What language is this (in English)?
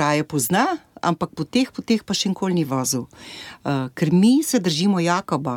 Slovenian